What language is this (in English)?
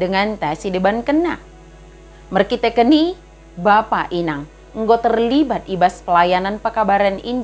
Batak Dairi